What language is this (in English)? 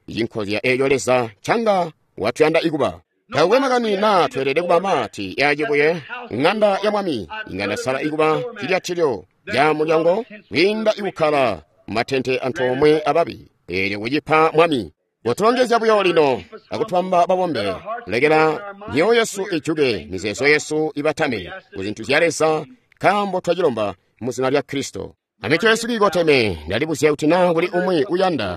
Tonga (Zambia)